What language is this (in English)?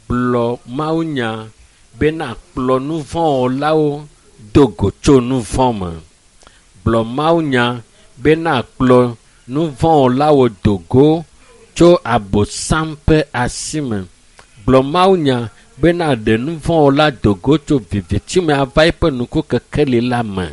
Ewe